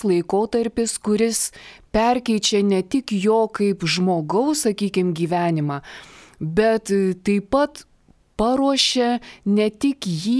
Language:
Lithuanian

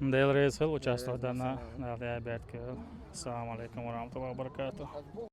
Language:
Chechen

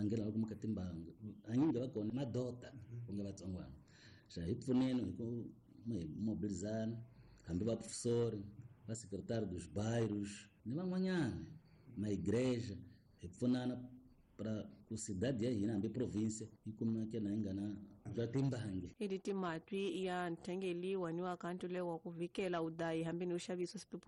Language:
Tsonga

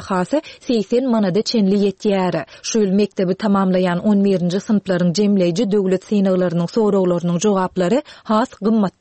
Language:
Turkmen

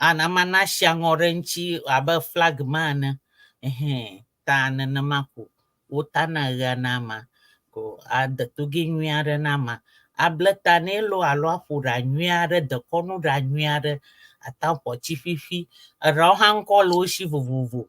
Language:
Ewe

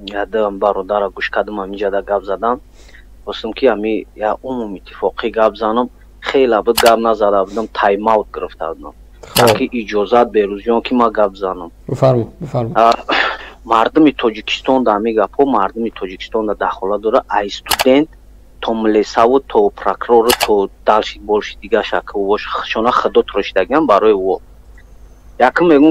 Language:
Tajik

